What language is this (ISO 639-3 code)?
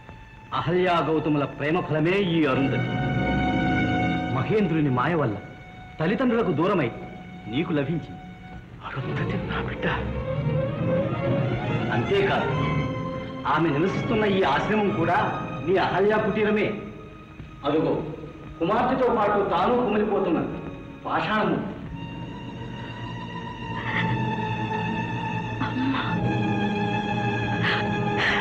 tel